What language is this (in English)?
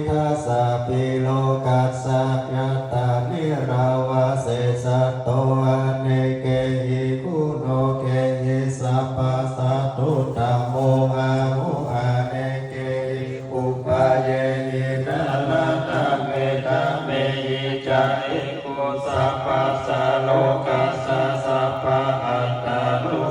Pali